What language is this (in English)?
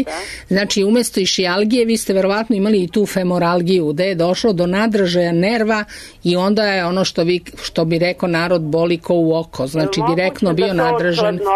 Serbian